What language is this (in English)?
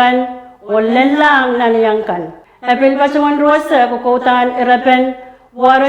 Pohnpeian